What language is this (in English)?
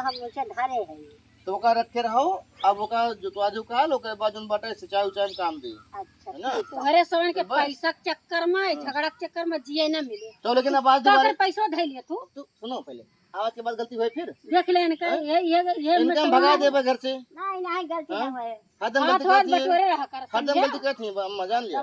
Awadhi